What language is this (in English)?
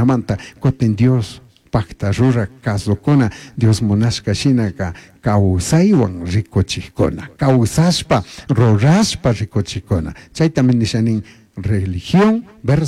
Chimborazo Highland Quichua